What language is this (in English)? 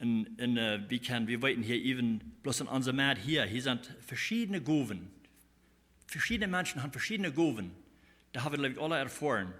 Plautdietsch